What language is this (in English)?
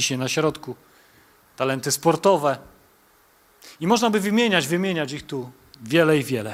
Polish